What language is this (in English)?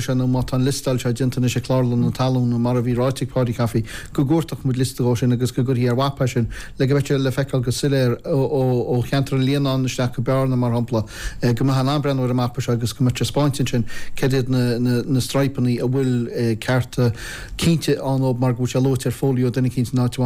Irish